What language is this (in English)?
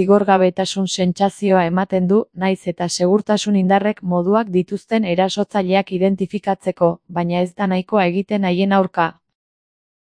Basque